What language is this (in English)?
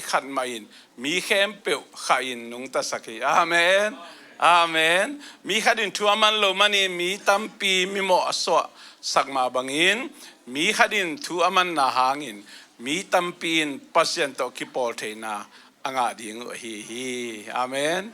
Tedim Chin